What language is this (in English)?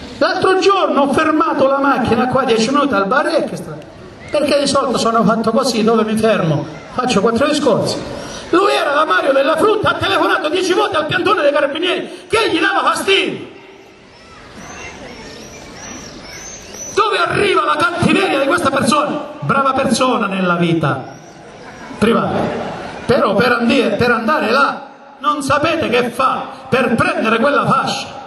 Italian